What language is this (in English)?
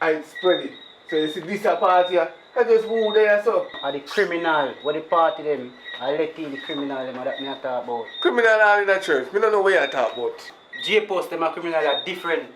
Jamaican Creole English